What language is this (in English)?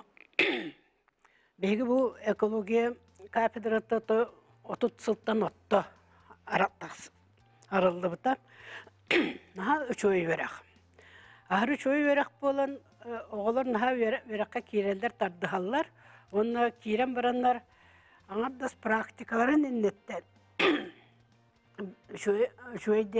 Yakut